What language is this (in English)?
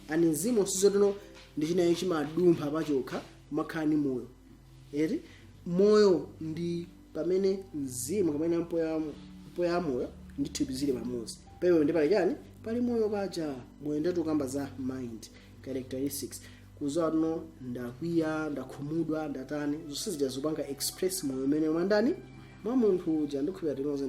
Nyanja